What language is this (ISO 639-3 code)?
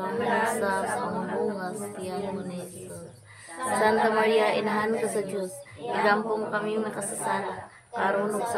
ceb